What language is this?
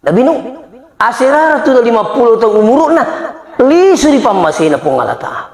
Buginese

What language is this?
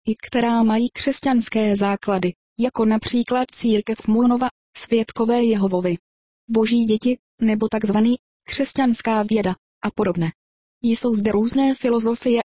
Czech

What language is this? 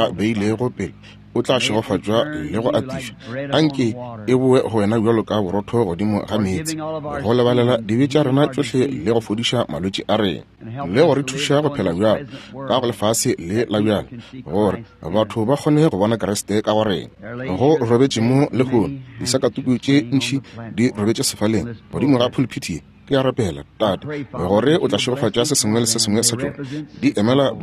Northern Sotho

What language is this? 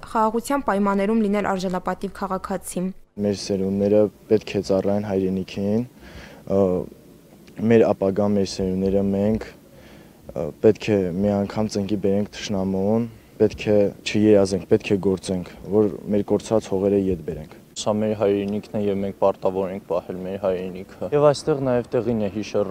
Armenian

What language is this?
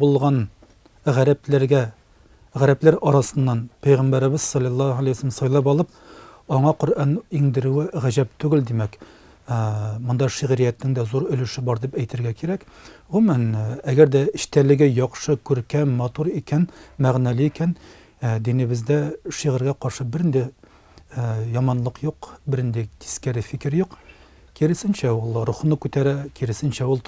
Tatar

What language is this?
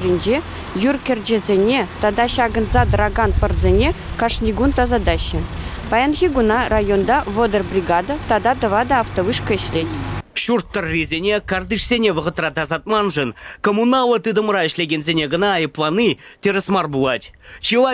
Chuvash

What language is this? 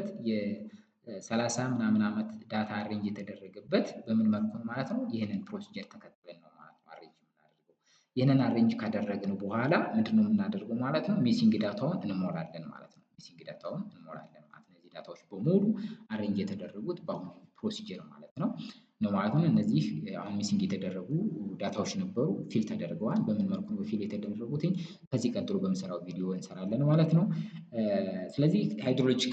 Amharic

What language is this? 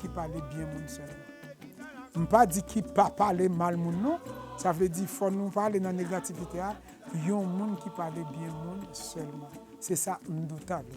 Haitian Creole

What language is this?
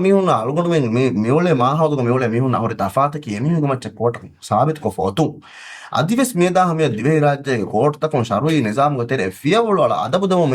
Divehi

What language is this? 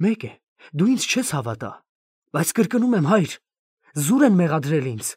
Armenian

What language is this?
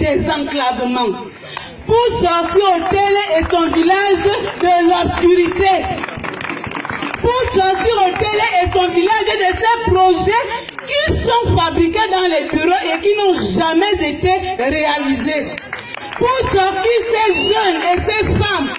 French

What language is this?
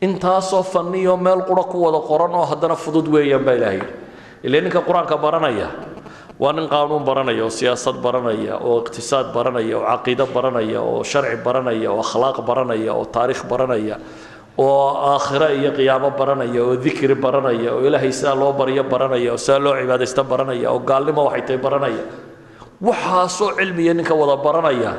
Somali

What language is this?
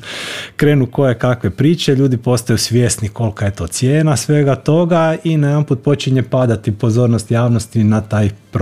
Croatian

